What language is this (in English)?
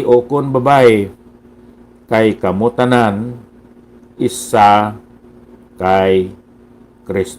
Hiligaynon